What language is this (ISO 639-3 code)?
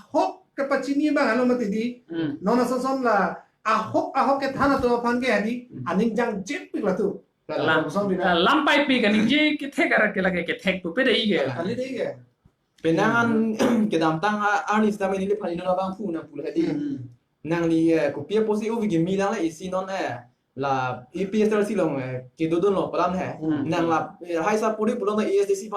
mjw